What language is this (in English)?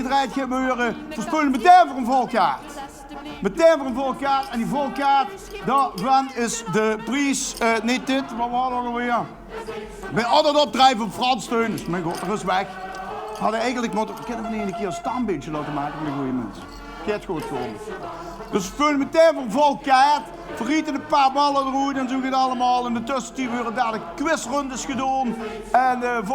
Limburgish